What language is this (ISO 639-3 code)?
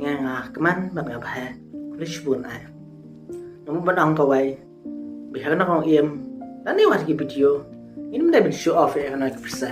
kha